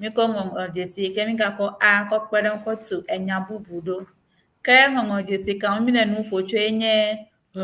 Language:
Ewe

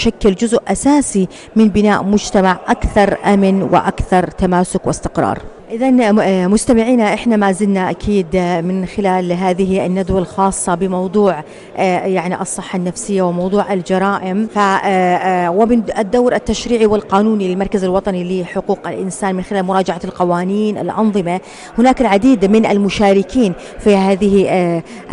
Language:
North Levantine Arabic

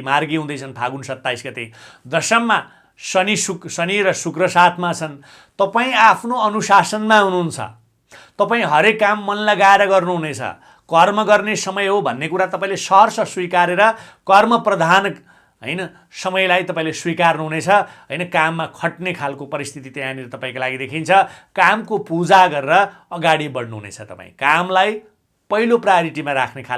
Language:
Nepali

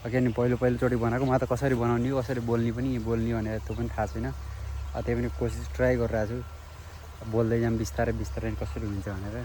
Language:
Nepali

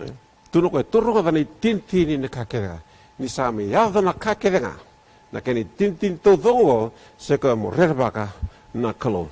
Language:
Fijian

